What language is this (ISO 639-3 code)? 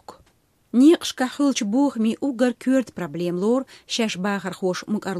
che